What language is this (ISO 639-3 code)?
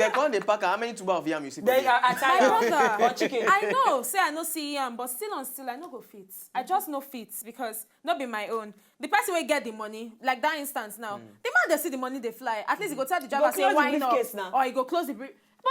pcm